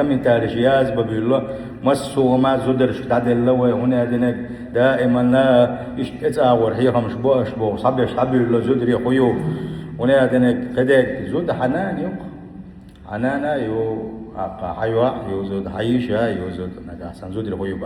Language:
Chechen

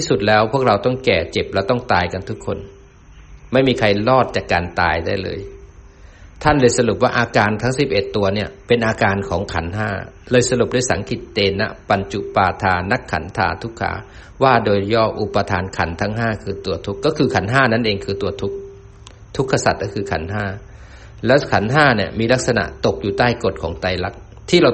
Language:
Thai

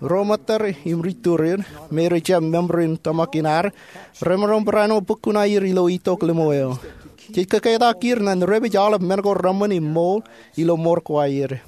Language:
Marshallese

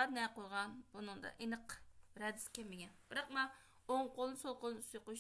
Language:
Uyghur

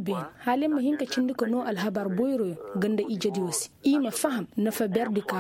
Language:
Koyraboro Senni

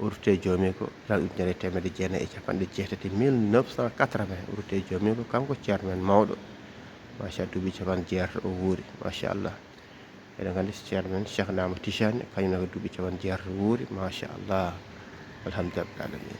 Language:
Fula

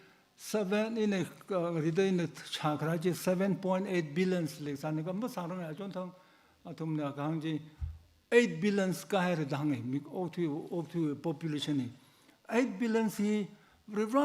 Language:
Tangkhul Naga (India)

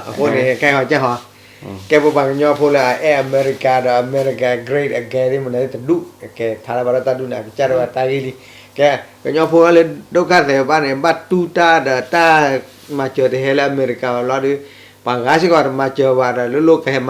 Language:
S'gaw Karen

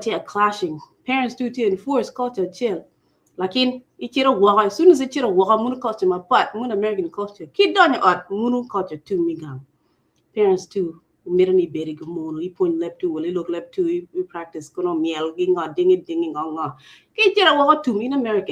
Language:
Acoli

